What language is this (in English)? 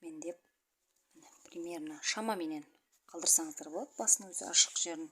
Kazakh